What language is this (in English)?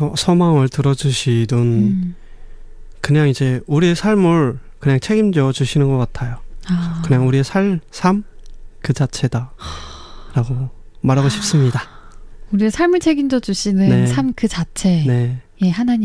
Korean